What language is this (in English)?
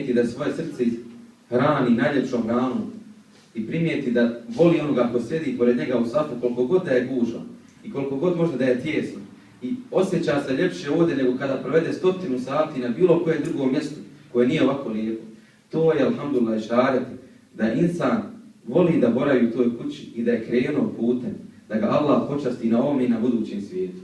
Bosnian